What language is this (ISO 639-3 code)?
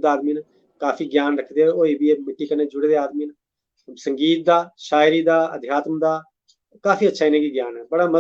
doi